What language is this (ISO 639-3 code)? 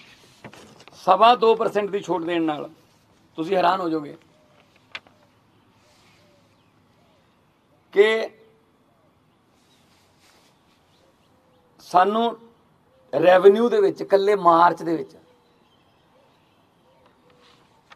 pan